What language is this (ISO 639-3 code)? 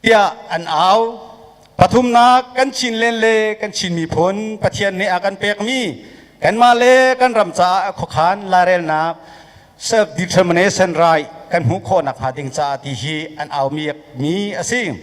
cnh